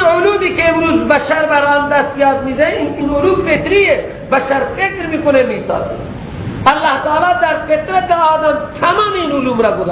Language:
Persian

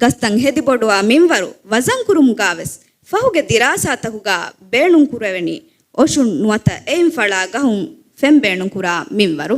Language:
Divehi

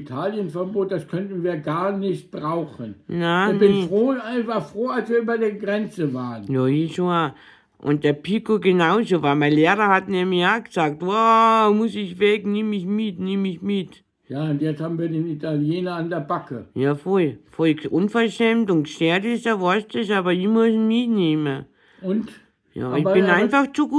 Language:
Bavarian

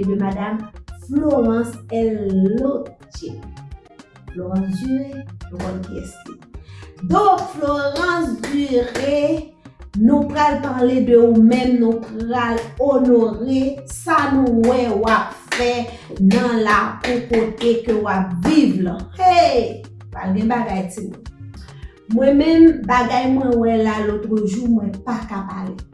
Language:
Haitian Creole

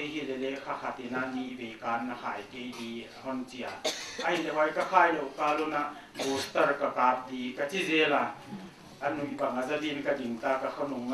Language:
Paite Chin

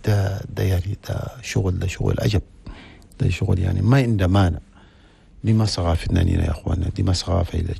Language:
Chadian Arabic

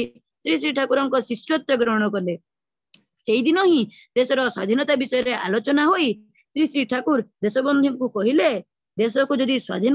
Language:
Odia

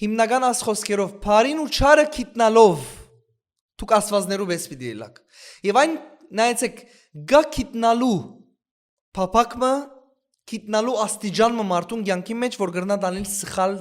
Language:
Western Armenian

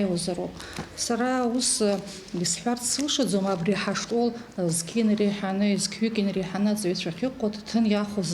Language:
Abkhazian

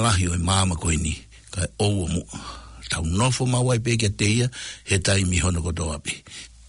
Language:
Tongan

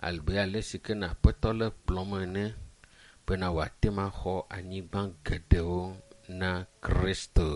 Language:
Ewe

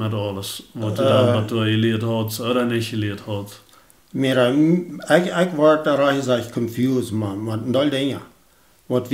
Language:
Plautdietsch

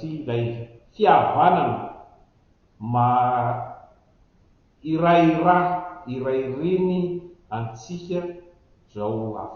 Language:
Malagasy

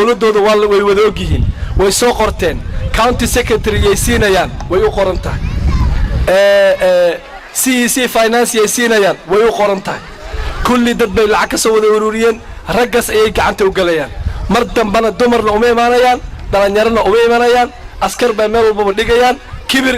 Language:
Somali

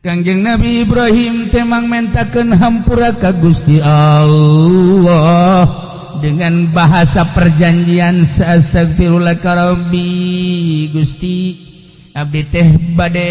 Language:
Sundanese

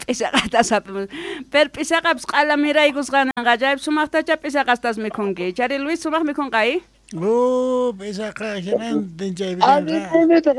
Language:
South Bolivian Quechua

